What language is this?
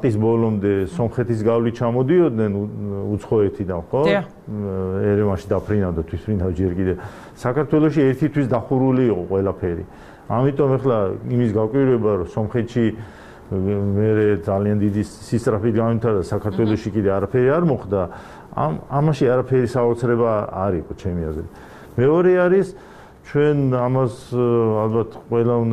Georgian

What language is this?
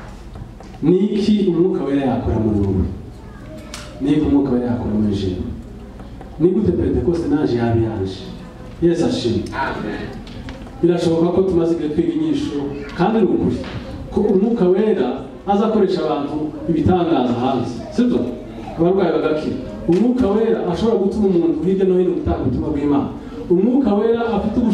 Kinyarwanda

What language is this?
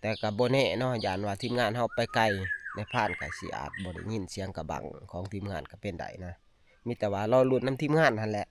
Northeastern Thai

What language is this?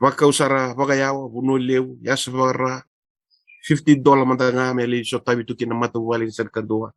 Fijian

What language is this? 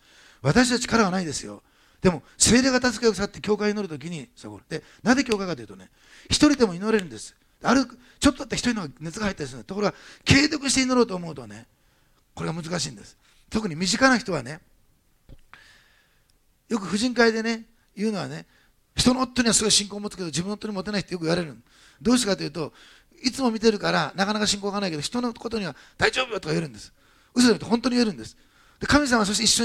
Japanese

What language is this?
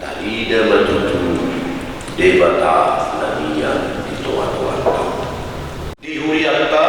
Batak Toba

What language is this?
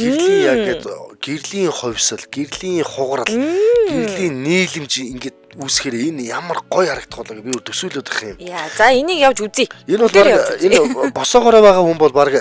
Mongolian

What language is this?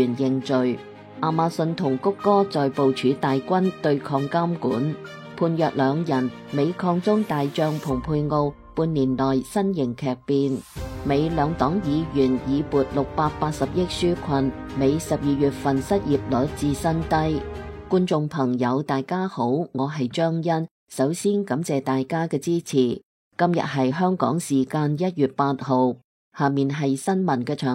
Cantonese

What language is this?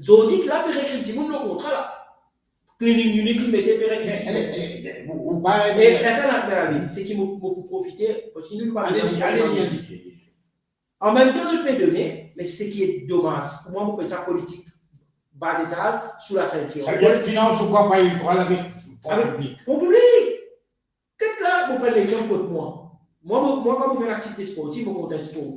Morisyen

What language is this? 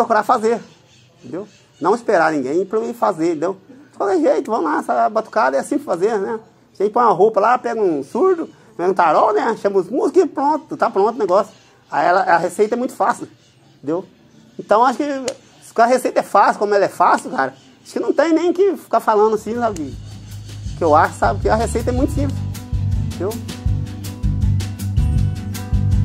Portuguese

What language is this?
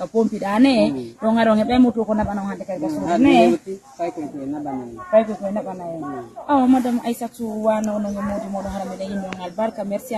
Fula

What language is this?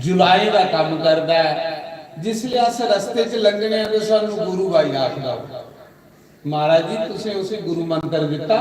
Dogri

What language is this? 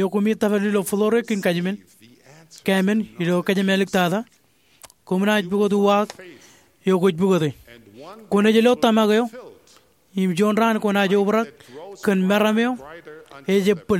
Marshallese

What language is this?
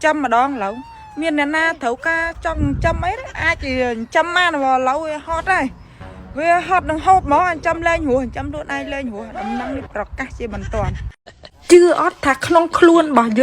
Khmer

